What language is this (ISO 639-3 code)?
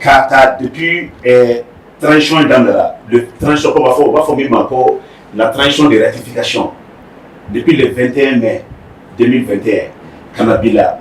bam